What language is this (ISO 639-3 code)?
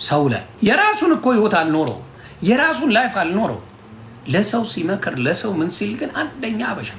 amh